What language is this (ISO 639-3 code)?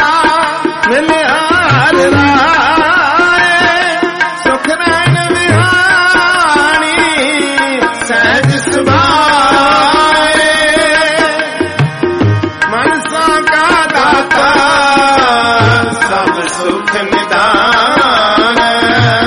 pan